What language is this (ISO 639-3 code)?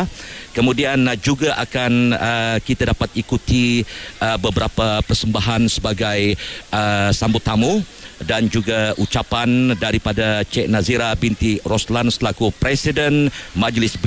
msa